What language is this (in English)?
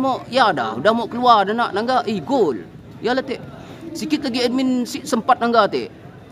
Malay